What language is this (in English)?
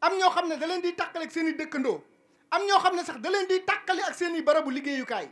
Wolof